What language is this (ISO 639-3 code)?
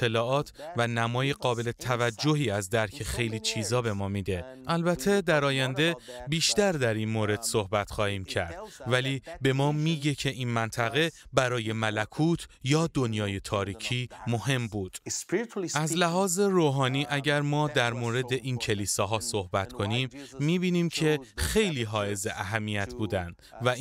fas